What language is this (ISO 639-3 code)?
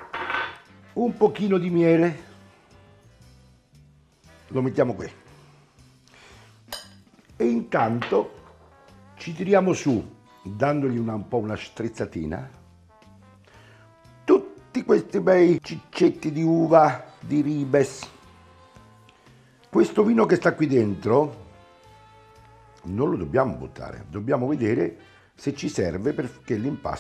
ita